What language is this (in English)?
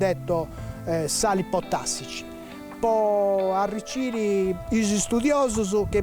Sardinian